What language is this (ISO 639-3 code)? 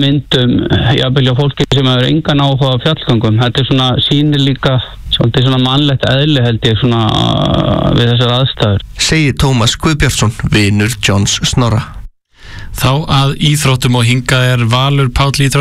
isl